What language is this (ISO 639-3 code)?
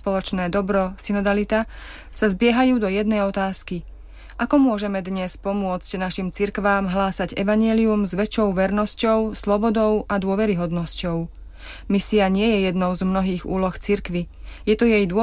slk